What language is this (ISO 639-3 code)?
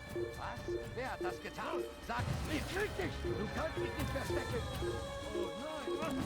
bar